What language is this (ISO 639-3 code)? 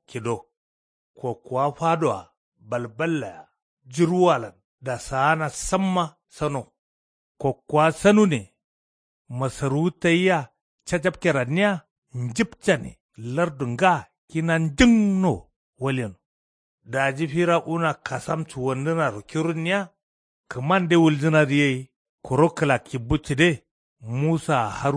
kau